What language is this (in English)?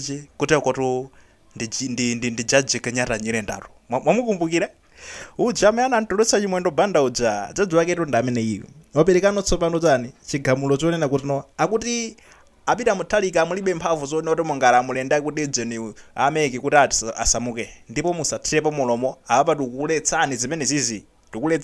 Nyanja